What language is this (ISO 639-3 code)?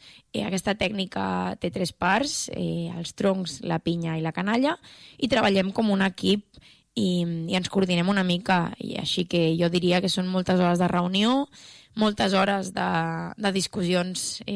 cat